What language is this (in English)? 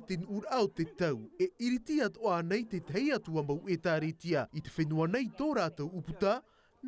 Tahitian